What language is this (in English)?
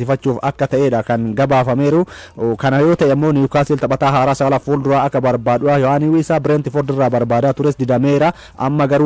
Oromo